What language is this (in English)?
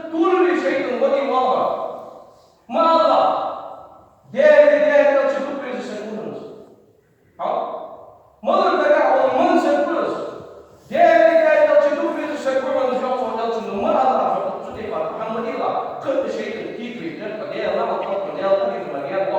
Ingush